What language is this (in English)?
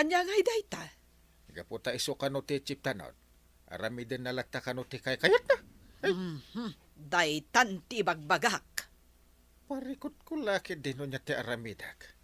Iloko